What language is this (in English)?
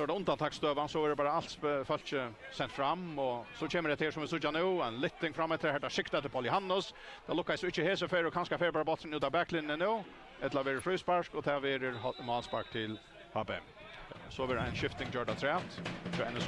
Faroese